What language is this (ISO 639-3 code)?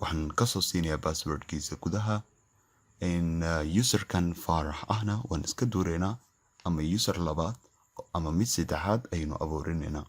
som